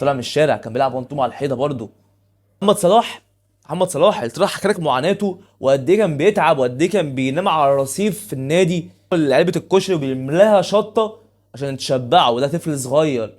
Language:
Egyptian Arabic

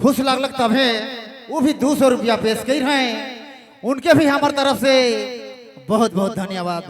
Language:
Sadri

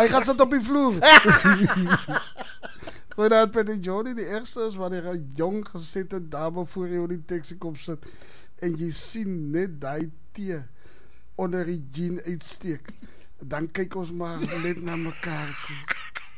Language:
Afrikaans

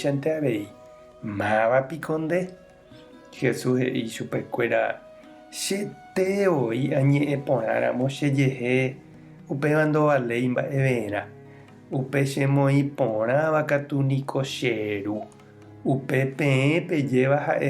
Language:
Guarani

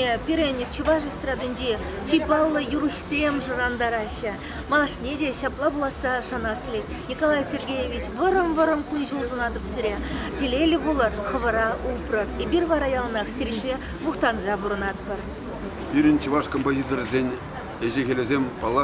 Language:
Chuvash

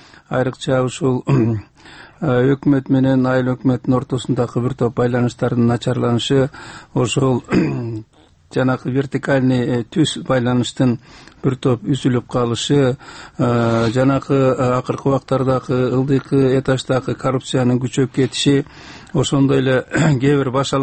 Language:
Kyrgyz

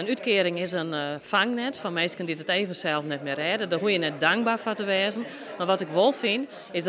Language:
Western Frisian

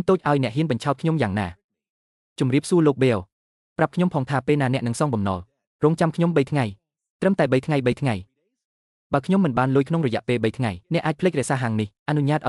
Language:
Khmer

